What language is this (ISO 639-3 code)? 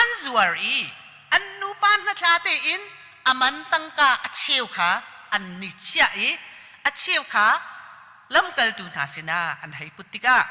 cnh